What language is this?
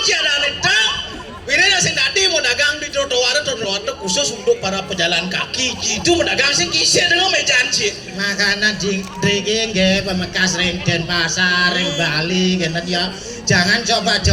Balinese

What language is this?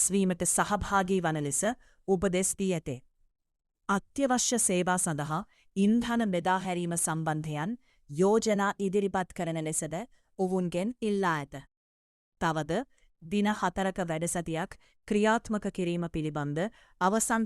Sinhala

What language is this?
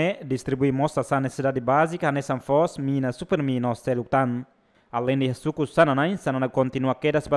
Tetum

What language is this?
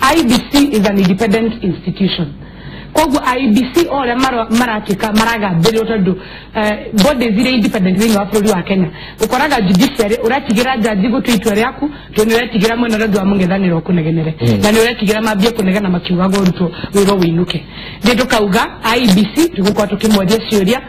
Kikuyu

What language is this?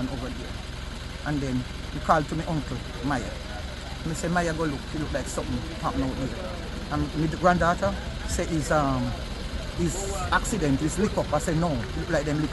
Jamaican Creole English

